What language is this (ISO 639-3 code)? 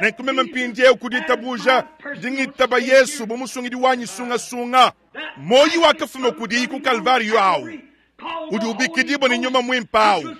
lua